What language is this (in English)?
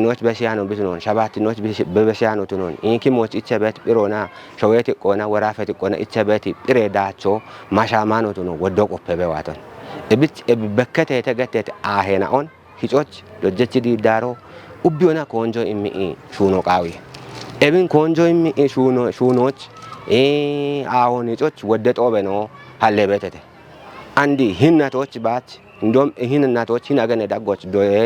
Kafa